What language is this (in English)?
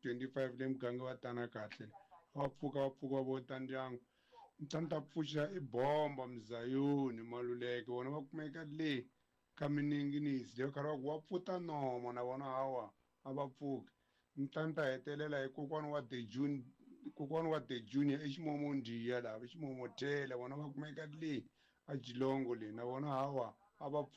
Tsonga